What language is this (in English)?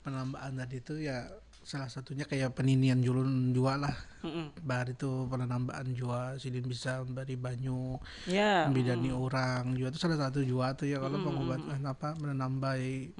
Banjar